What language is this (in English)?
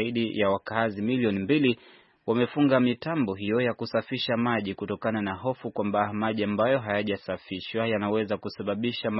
Swahili